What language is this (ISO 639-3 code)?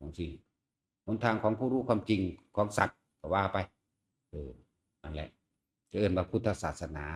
tts